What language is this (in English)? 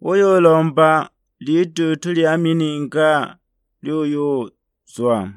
Sukuma